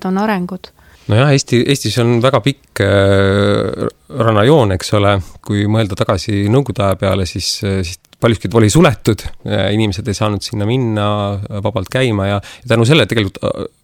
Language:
Estonian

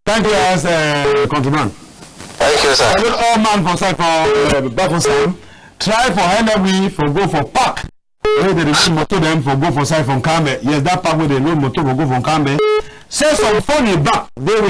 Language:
Cameroon Pidgin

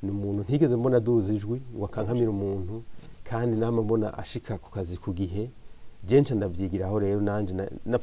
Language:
Rundi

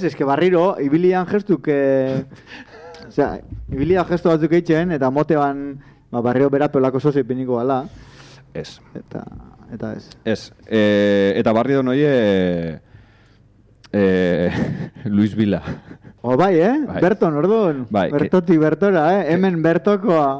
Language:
Basque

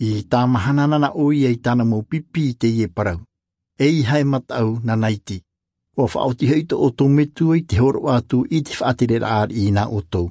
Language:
Tahitian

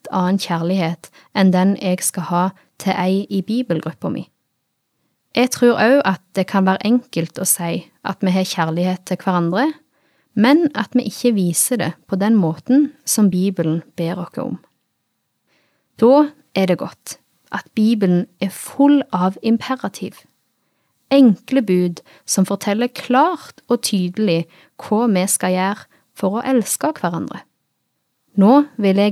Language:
Norwegian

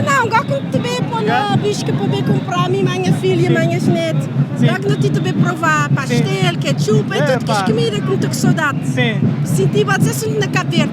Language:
Kabuverdianu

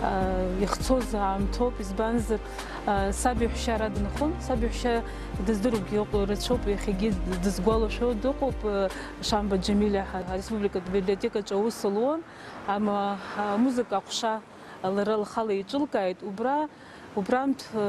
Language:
Abkhazian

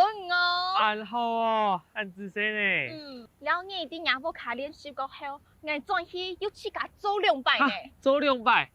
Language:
Hakka Chinese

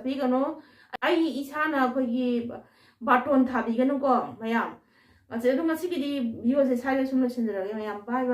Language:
Manipuri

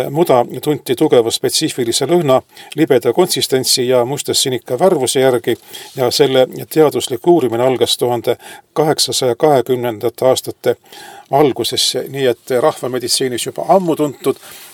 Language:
Estonian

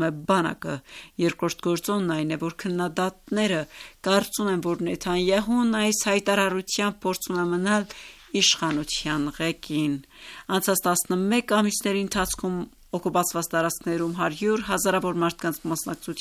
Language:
Armenian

